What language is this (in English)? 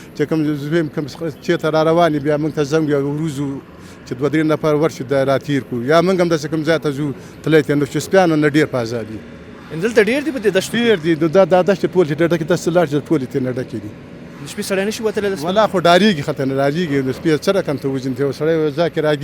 Pashto